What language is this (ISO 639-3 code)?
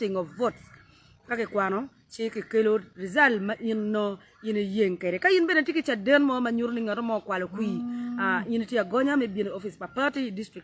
ach